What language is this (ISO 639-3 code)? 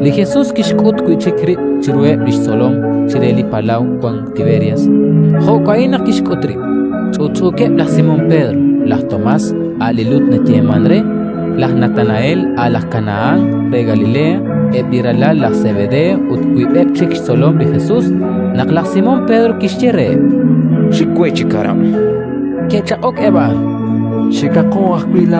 kek